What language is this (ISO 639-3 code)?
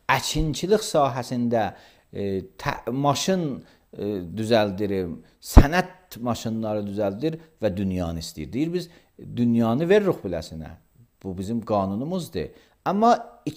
aze